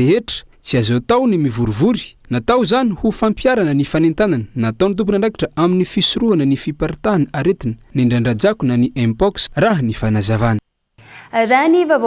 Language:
Malagasy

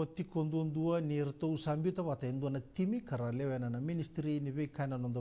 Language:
Fijian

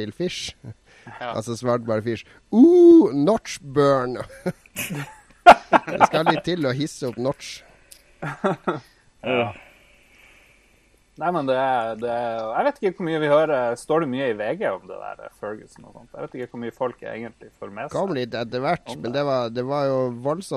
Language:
Norwegian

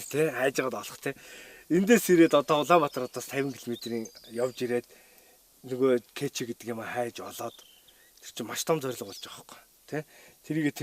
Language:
Mongolian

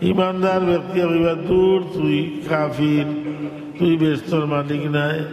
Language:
Sylheti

